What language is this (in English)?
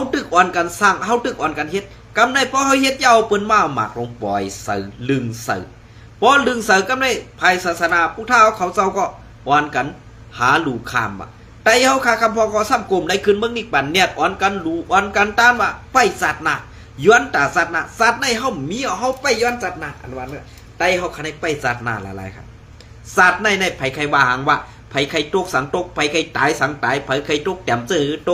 Shan